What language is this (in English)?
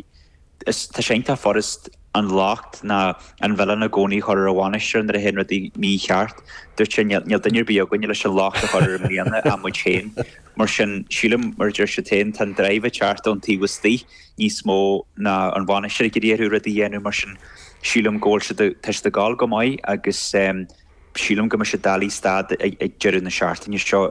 Irish